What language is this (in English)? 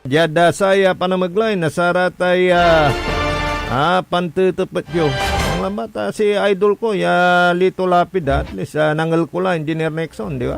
Pangasinan